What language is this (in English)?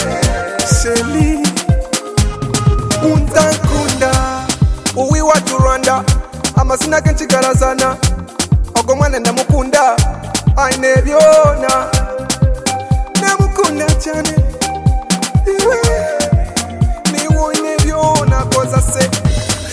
Kinyarwanda